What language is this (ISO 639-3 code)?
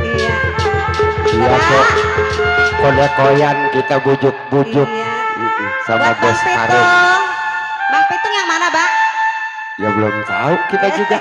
bew